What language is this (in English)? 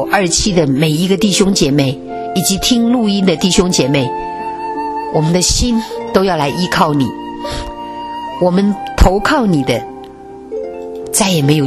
Chinese